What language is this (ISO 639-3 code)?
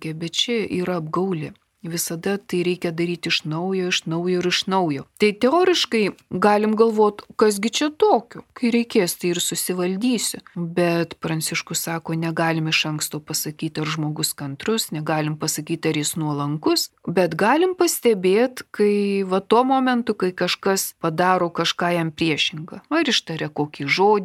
lit